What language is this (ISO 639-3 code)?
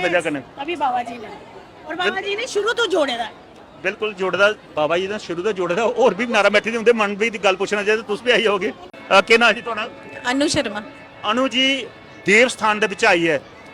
doi